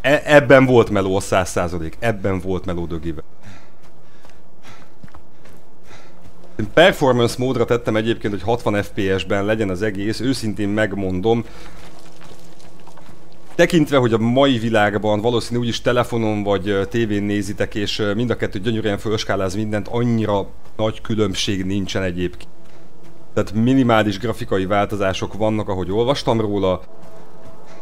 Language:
Hungarian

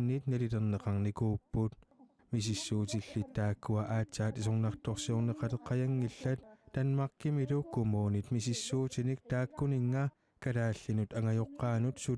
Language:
Kalaallisut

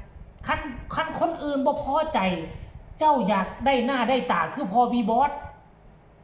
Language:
Northeastern Thai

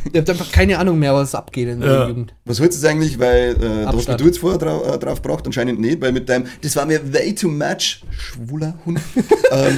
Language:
Bavarian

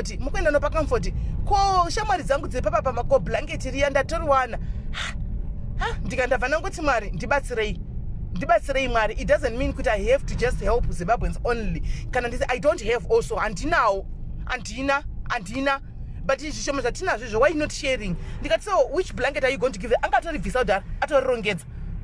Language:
Shona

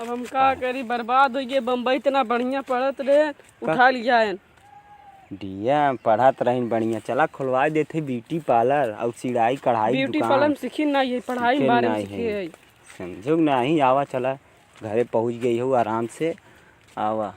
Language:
Awadhi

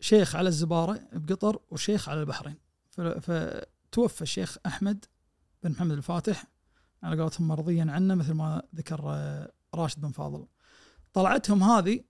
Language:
Najdi Arabic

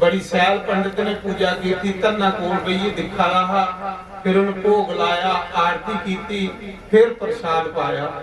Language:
Dogri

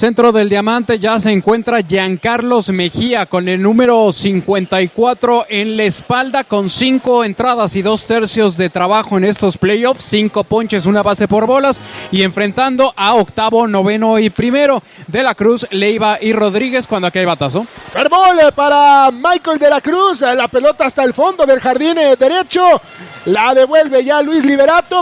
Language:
Spanish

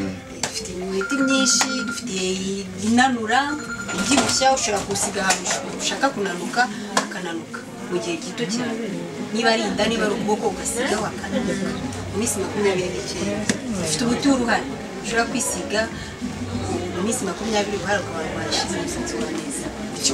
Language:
Kinyarwanda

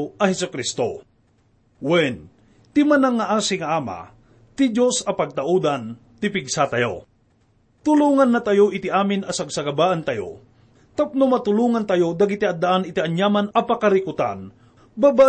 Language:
Iloko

